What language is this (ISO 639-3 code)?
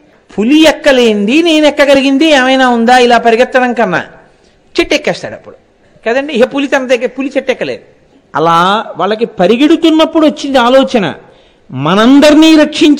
tel